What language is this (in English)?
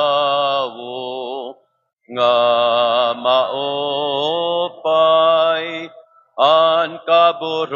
Waray